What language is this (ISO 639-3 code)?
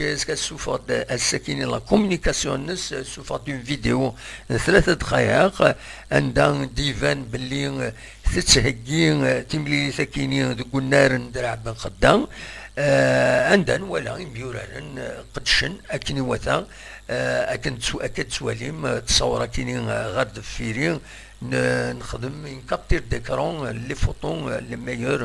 kab